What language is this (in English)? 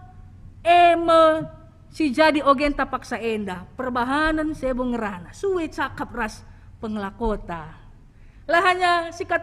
Batak Karo